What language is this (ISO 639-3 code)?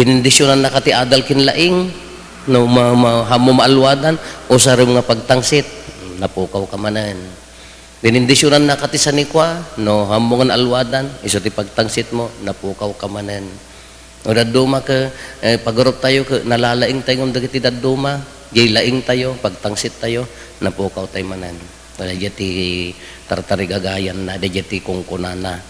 ilo